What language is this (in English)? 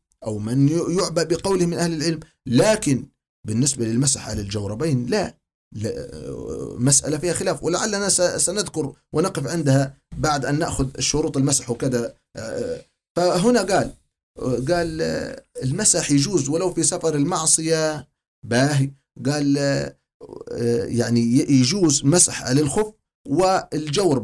Arabic